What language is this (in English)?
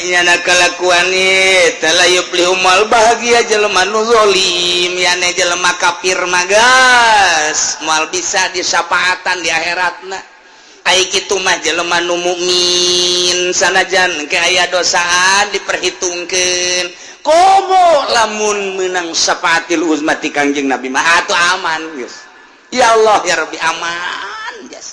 Sundanese